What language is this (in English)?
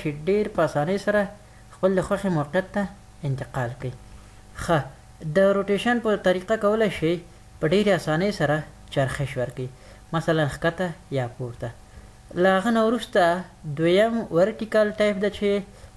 Pashto